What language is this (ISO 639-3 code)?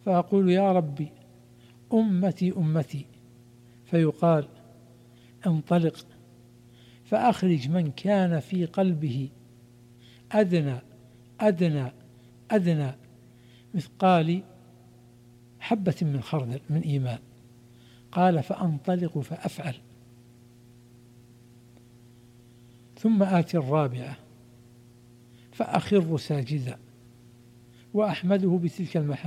ara